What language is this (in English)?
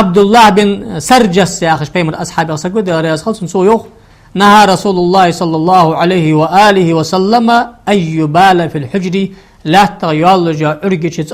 Ingush